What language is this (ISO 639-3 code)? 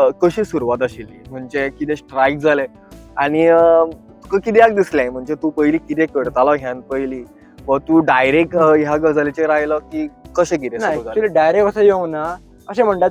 kok